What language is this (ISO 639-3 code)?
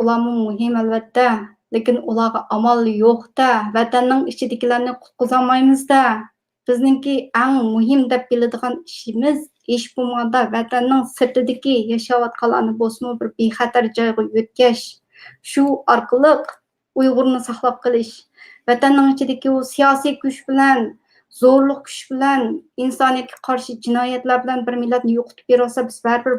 uig